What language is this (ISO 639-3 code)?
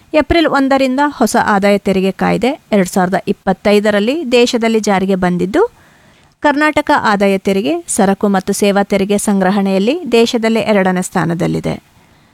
kan